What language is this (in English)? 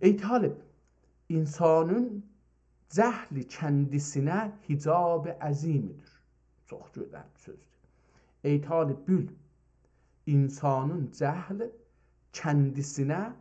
South Azerbaijani